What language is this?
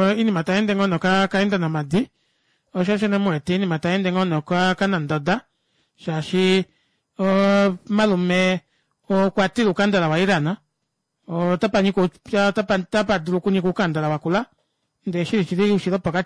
Kuanyama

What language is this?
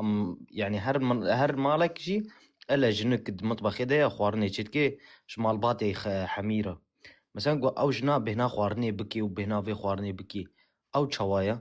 Kurdish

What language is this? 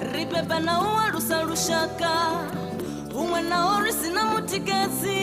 Venda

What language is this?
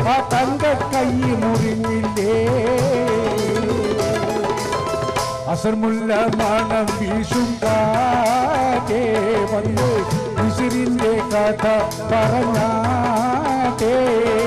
Malayalam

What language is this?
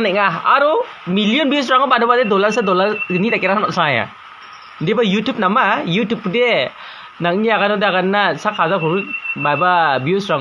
Garo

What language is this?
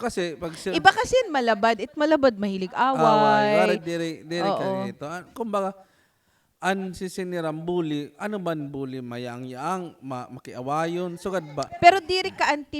Waray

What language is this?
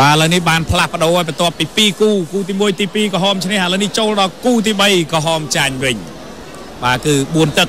Khmer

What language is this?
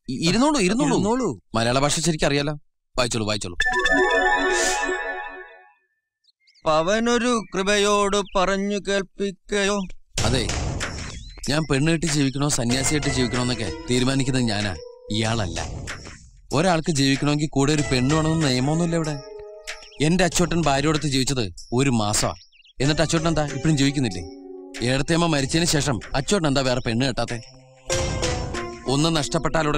Malayalam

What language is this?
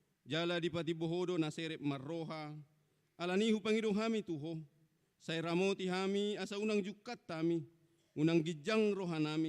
Batak Toba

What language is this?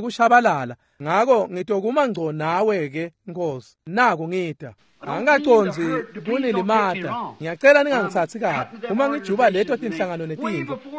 Swati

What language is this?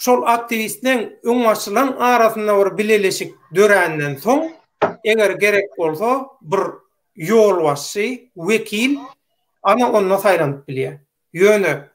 Turkmen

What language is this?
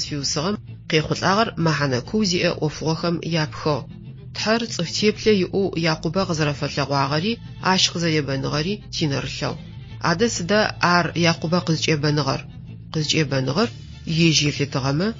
Adyghe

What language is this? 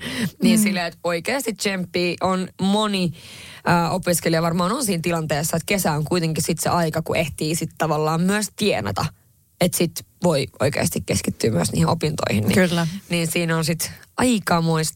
Finnish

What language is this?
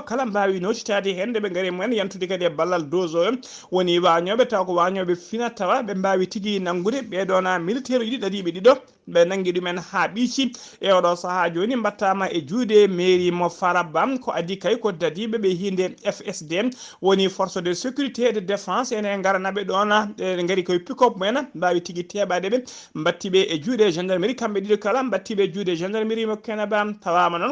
Fula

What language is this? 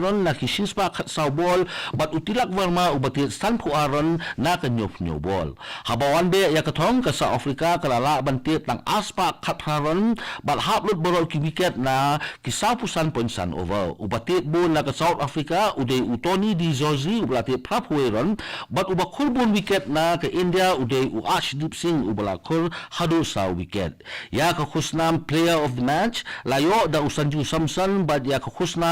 Khasi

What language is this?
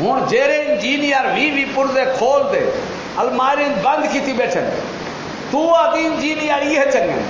Saraiki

